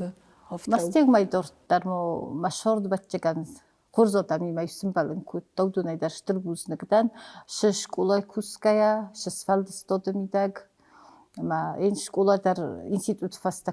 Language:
Ossetic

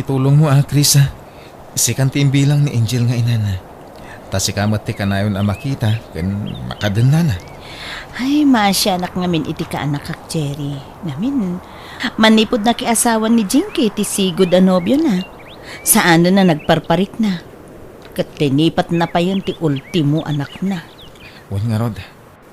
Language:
Iloko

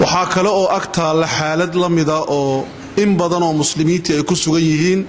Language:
Somali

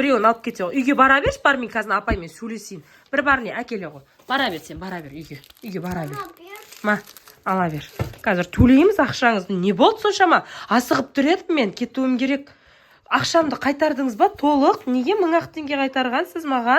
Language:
Kazakh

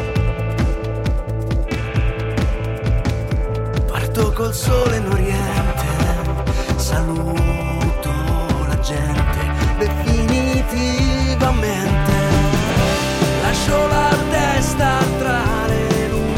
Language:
Italian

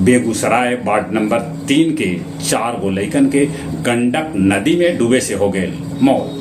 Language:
Magahi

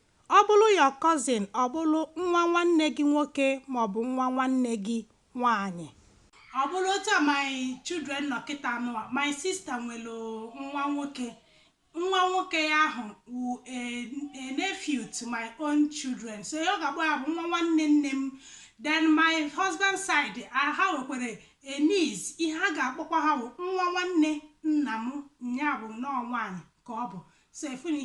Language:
Igbo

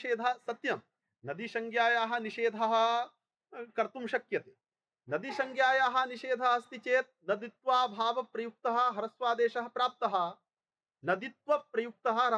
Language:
Sanskrit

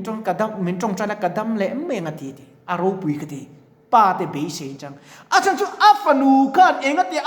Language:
Mizo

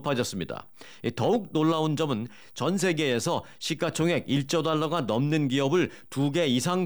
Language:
Korean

